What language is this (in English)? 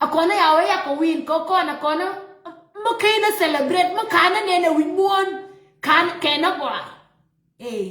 Nuer